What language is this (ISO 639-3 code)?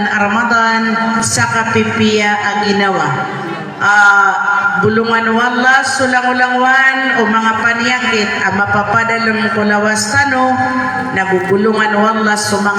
mrw